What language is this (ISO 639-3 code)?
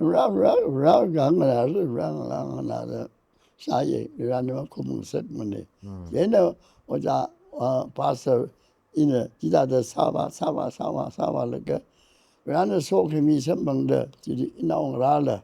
nmf